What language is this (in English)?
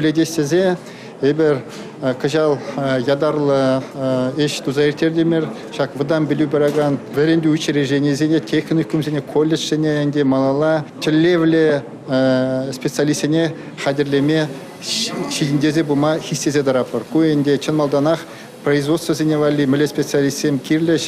Chuvash